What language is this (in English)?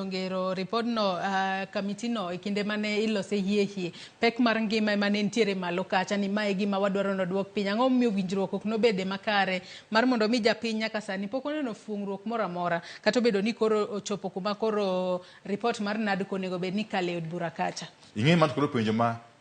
Luo (Kenya and Tanzania)